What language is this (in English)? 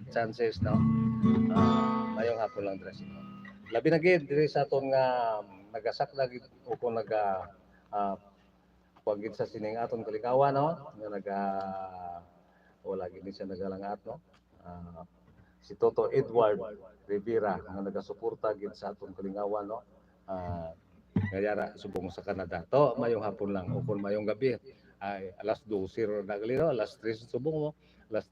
Hiligaynon